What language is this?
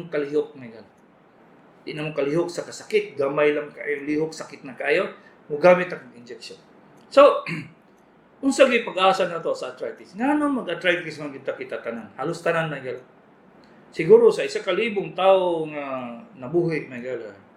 Cebuano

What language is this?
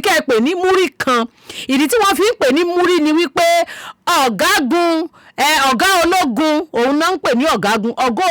Yoruba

